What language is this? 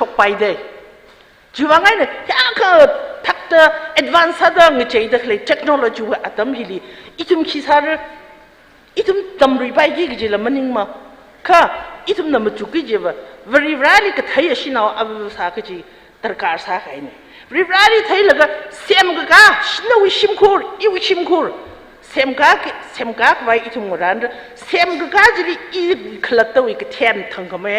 Tangkhul Naga (India)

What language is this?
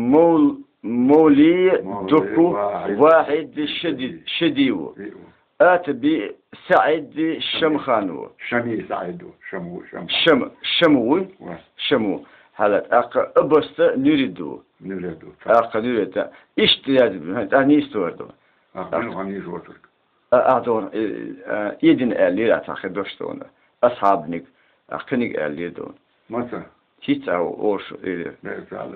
Chechen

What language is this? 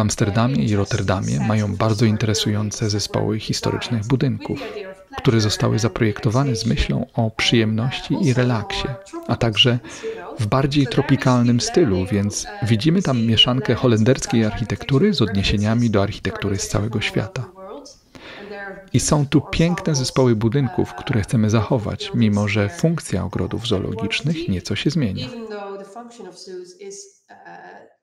Polish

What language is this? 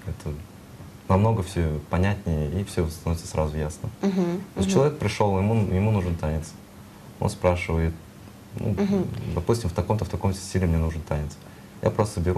Russian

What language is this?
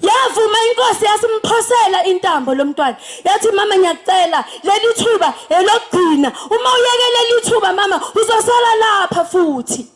Zulu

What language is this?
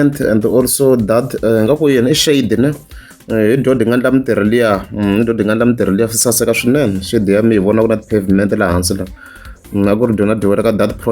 Tsonga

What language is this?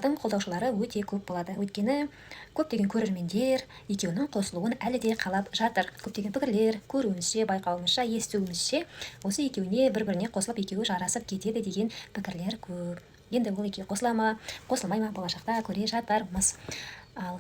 Kazakh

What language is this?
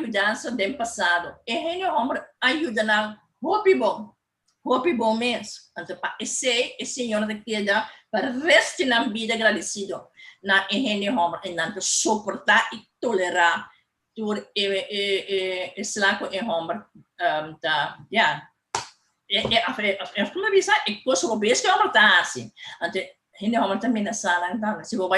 Papiamento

